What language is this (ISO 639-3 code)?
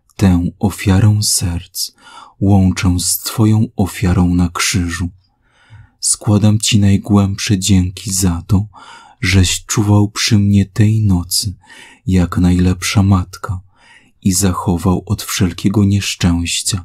pol